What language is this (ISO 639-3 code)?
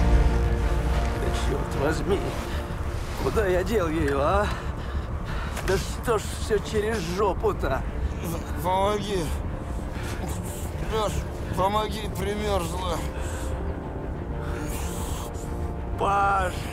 rus